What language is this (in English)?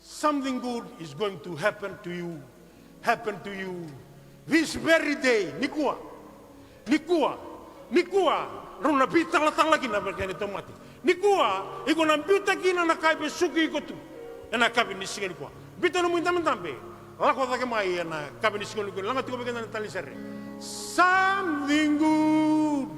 Fijian